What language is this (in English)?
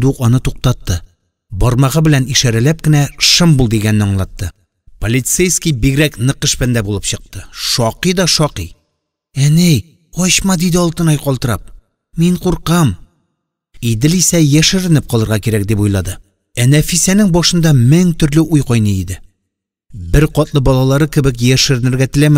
Tatar